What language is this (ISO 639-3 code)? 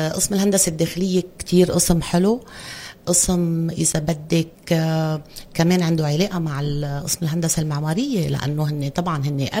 apc